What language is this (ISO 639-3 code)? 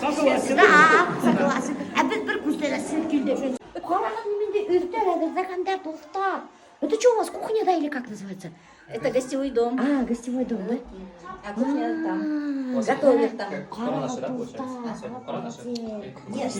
bak